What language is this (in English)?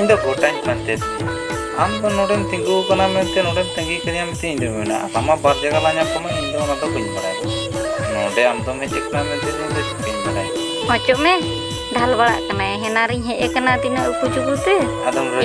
Santali